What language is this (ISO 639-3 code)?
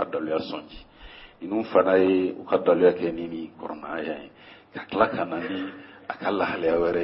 bam